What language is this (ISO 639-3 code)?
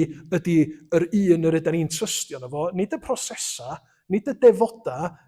cym